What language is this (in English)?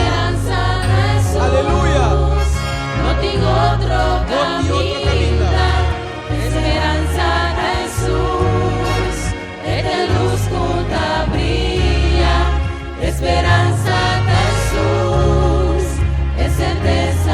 Papiamento